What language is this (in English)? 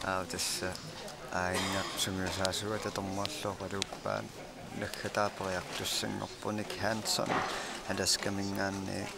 Kalaallisut